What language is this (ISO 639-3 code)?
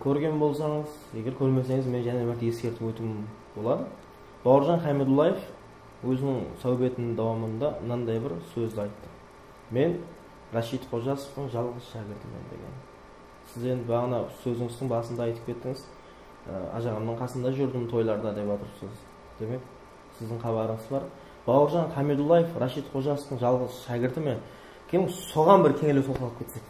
kaa